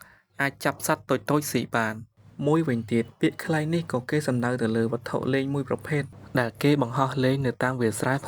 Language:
Khmer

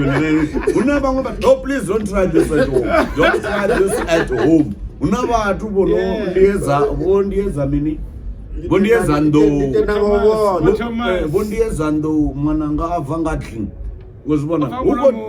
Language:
Venda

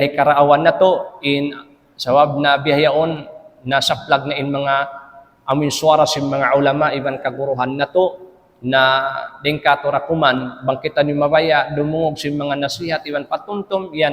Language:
Tausug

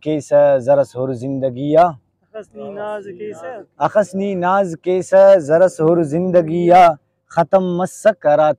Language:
Brahui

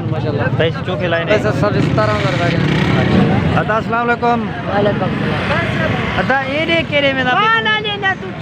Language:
Saraiki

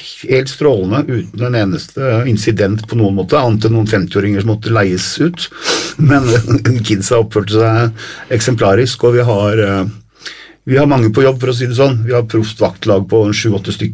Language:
Norwegian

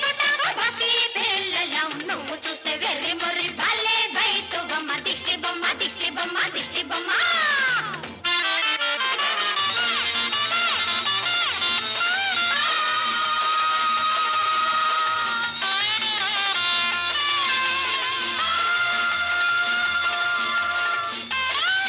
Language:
Telugu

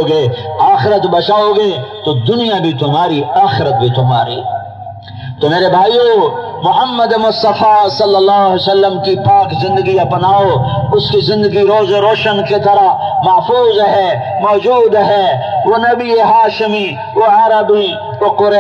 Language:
Urdu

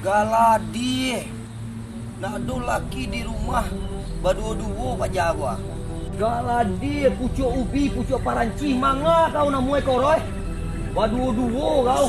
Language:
Minangkabau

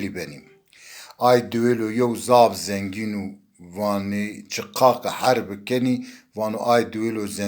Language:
Zaza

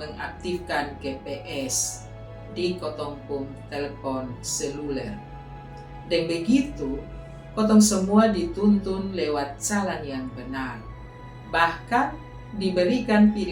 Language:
Kupang Malay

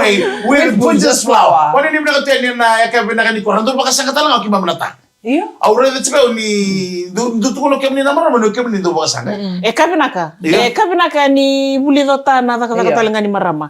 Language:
Fijian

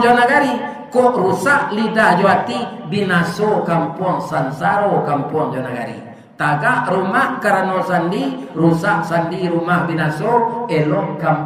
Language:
Minangkabau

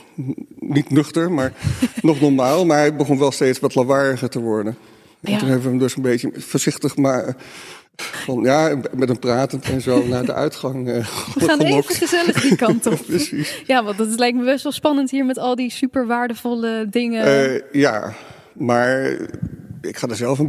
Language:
Dutch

